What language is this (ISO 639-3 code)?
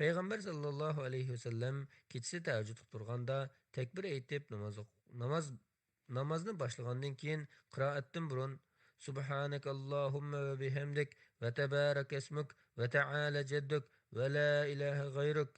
uig